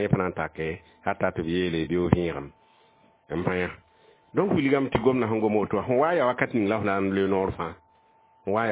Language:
Mossi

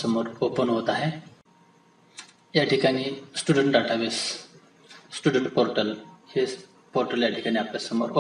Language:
Marathi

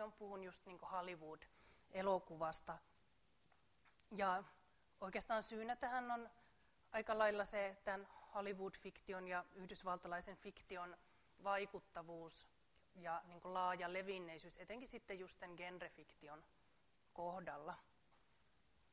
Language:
Finnish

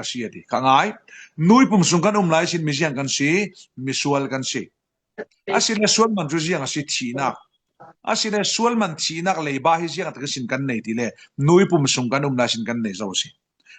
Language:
Falam Chin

